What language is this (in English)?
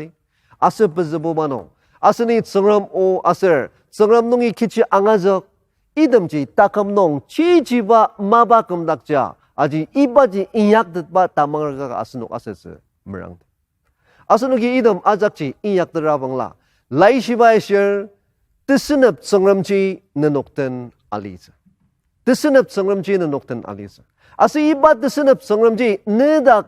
Ao Naga